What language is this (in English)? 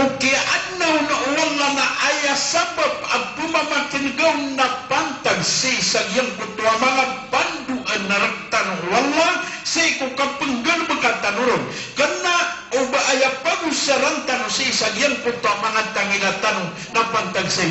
Maranao